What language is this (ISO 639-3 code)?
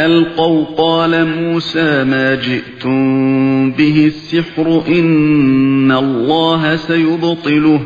uig